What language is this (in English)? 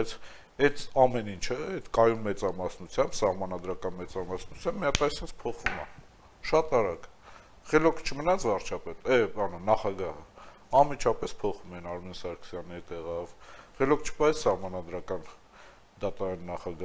Armenian